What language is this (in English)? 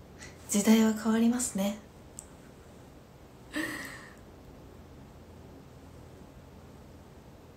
Japanese